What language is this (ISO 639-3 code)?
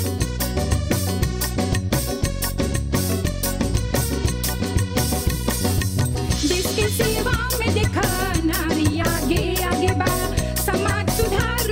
bho